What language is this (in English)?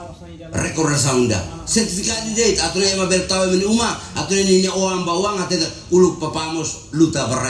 Tetum